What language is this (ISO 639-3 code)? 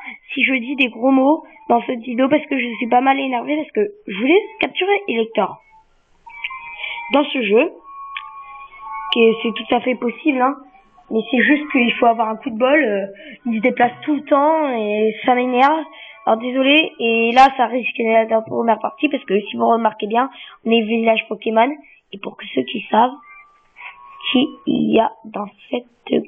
fra